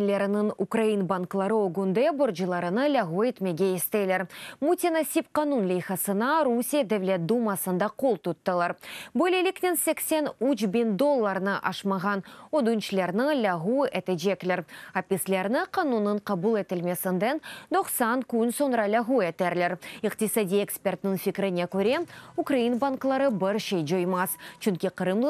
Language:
Crimean Tatar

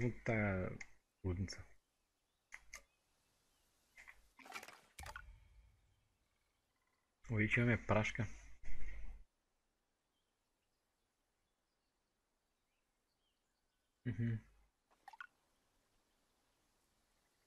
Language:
Bulgarian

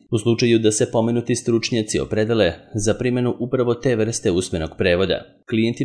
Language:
Serbian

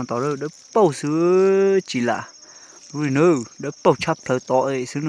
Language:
Hmong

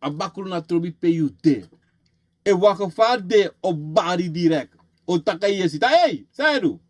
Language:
Sranan Tongo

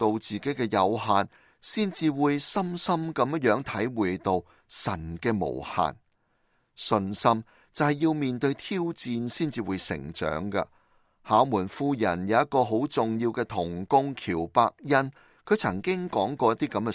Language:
Cantonese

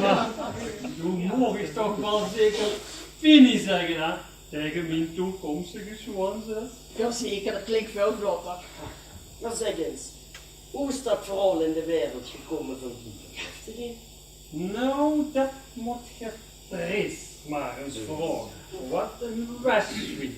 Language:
Limburgish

